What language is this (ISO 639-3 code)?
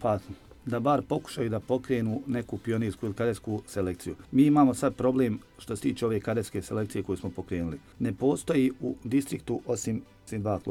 hrv